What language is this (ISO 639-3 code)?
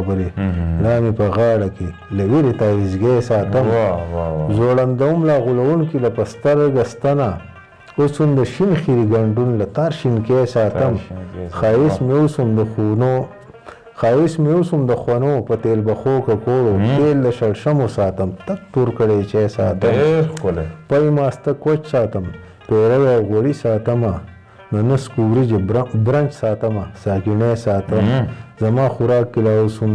pus